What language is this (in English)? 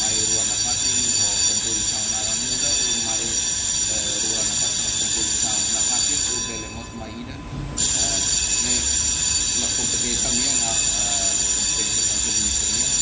Tetum